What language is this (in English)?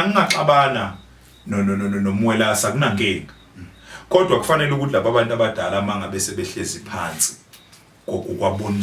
Zulu